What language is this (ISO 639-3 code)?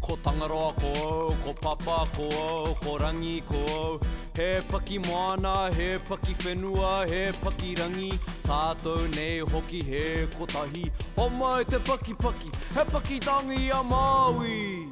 mri